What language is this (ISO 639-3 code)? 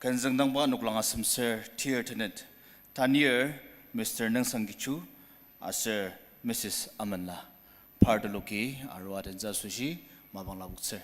njo